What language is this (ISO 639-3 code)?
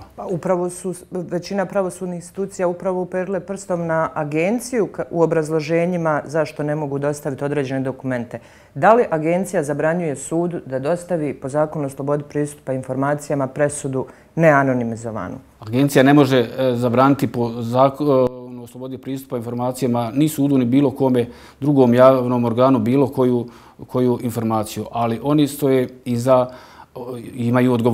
bos